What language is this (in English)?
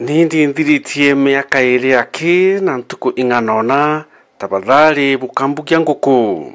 Meru